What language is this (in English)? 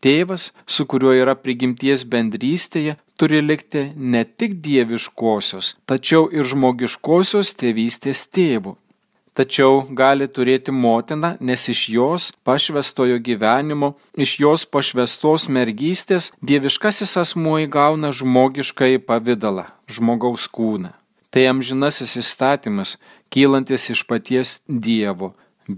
Lithuanian